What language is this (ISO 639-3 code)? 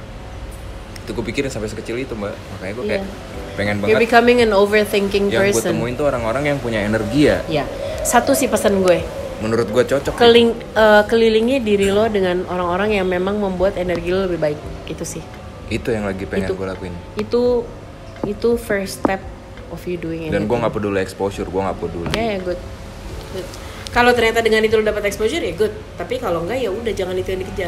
ind